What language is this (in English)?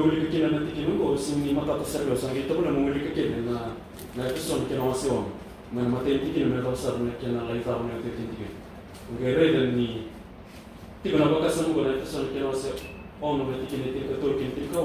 Fijian